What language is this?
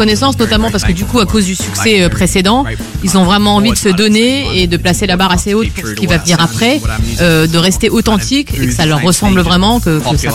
French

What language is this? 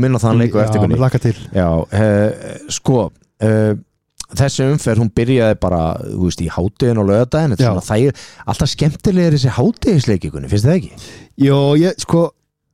Icelandic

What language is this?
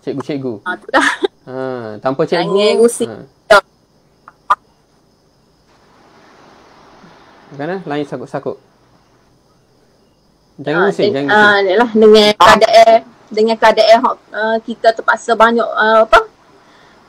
Malay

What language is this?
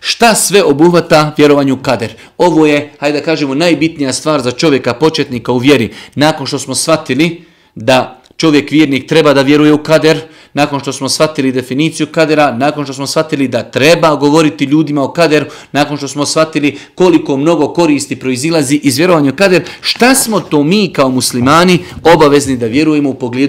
Bosnian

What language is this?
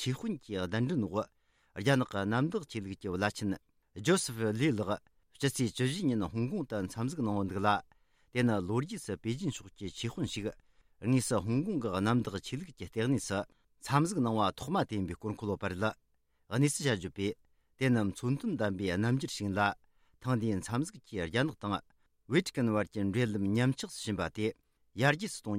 Tibetan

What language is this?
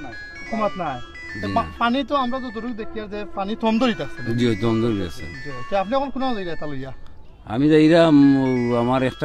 Sylheti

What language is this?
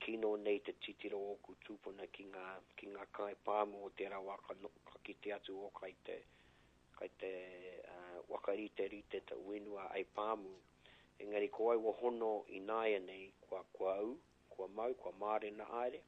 Māori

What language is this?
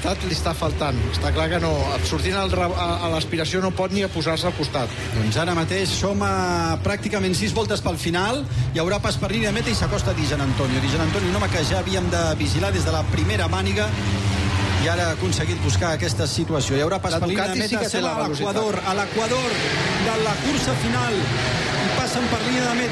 Catalan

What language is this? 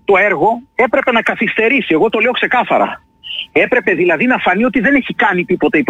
Greek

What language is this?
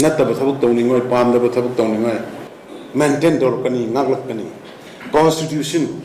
Manipuri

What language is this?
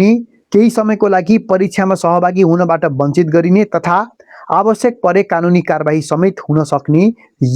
Nepali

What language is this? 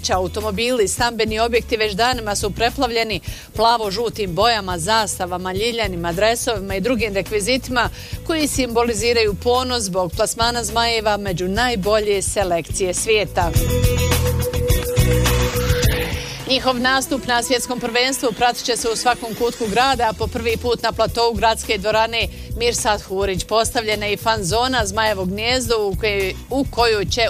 Bosnian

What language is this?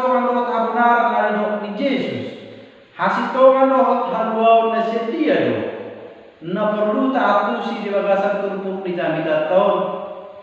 Batak Toba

